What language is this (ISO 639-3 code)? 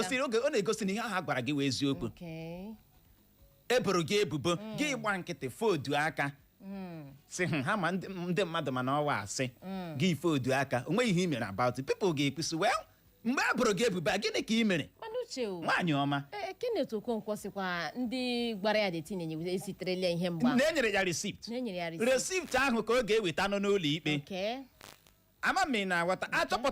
ibo